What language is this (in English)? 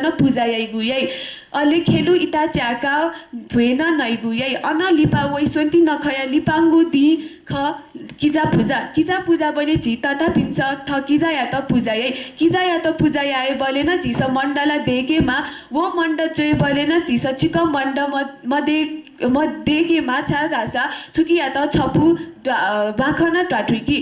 Newari